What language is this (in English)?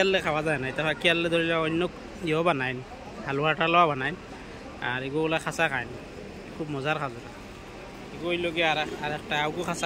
Sylheti